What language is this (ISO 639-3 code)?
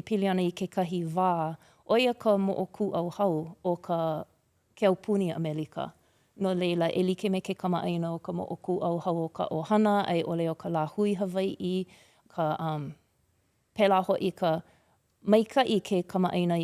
haw